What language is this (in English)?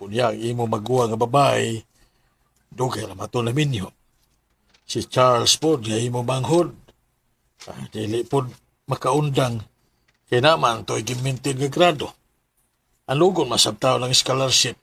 Cebuano